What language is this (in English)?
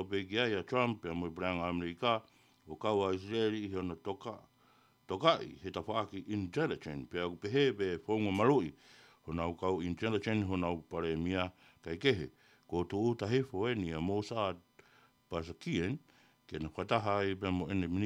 Tongan